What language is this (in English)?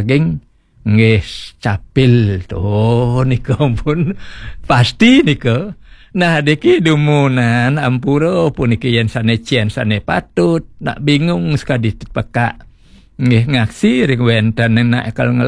Balinese